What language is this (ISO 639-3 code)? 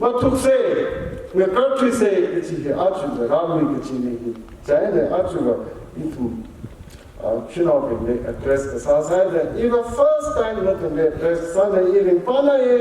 nmf